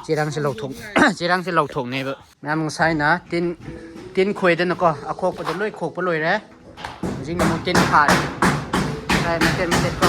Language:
Manipuri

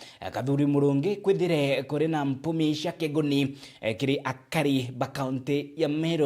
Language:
Meru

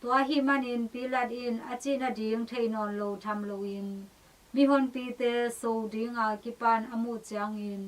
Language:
Tedim Chin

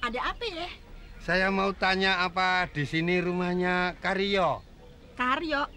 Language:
Betawi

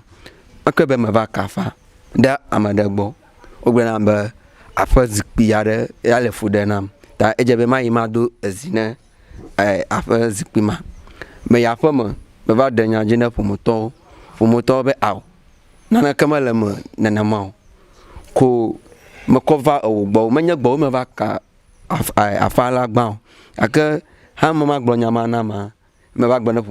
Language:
Ewe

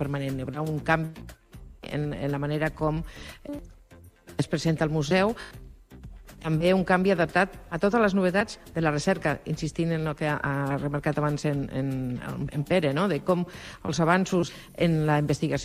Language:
Catalan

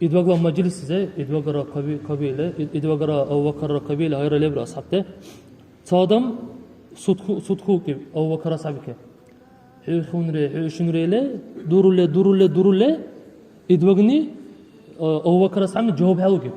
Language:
Dargwa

